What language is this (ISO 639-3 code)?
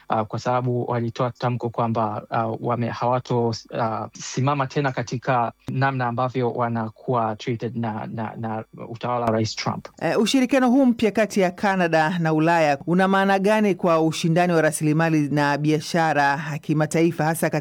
swa